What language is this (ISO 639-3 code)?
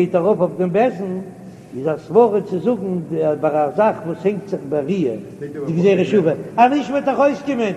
yid